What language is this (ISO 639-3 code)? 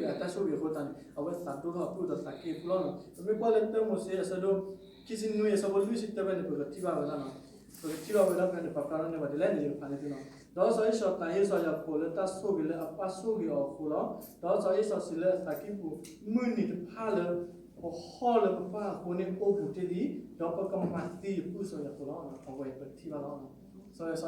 ksw